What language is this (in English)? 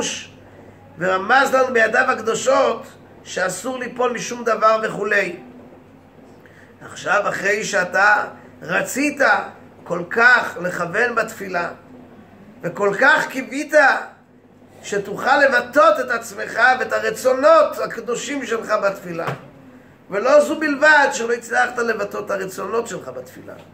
Hebrew